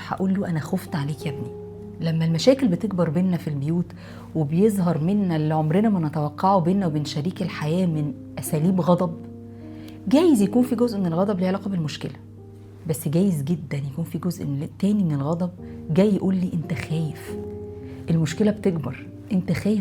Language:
Egyptian Arabic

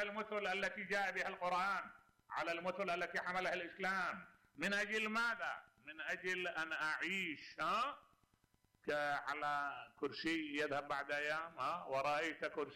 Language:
Mesopotamian Arabic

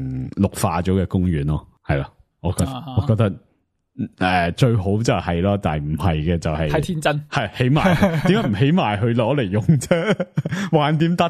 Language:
Cantonese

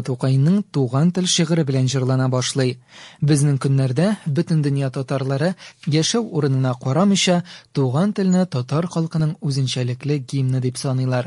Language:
Tatar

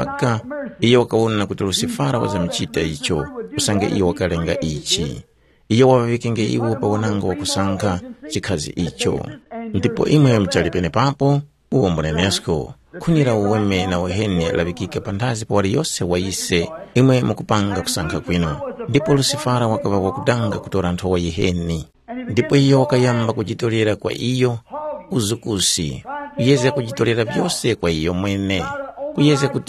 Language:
Tumbuka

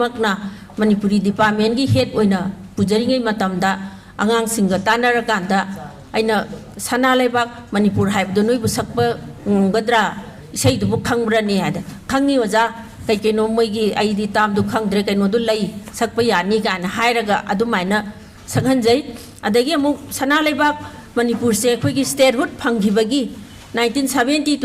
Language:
Manipuri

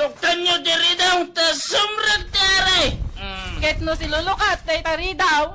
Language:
Iloko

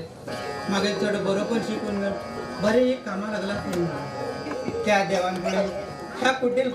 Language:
Konkani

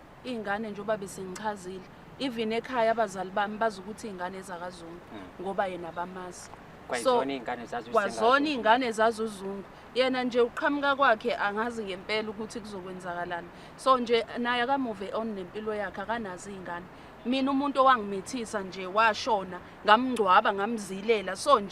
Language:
Zulu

